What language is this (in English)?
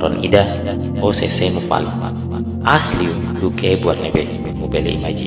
Tetum